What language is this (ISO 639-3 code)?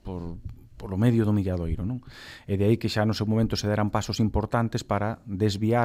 glg